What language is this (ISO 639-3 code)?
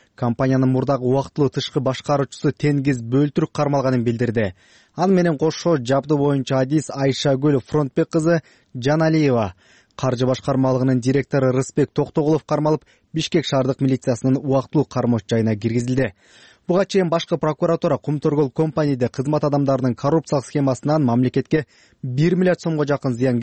kir